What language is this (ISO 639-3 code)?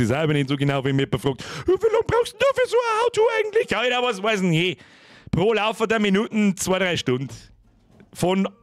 bar